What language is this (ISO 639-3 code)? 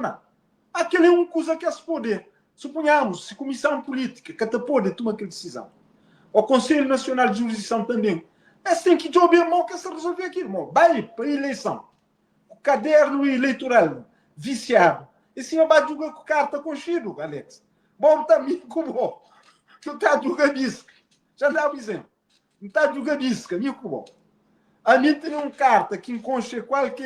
kea